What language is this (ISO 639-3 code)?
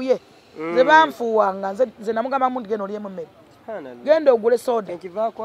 lug